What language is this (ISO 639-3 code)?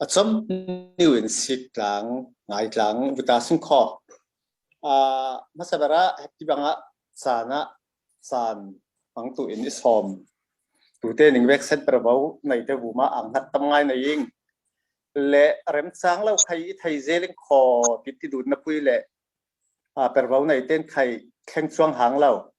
cfm